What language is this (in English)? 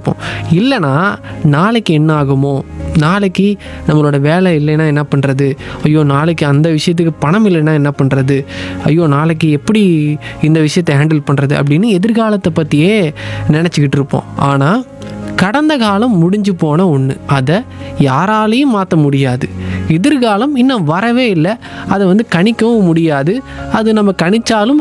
Tamil